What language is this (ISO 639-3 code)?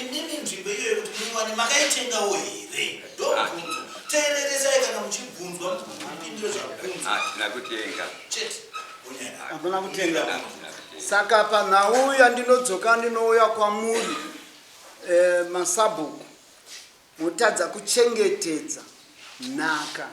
sna